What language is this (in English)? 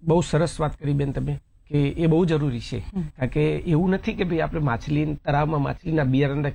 Gujarati